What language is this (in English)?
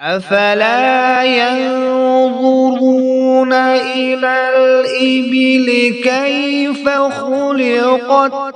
Kashmiri